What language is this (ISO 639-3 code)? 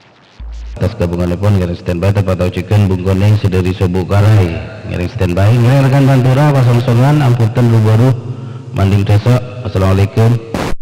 mad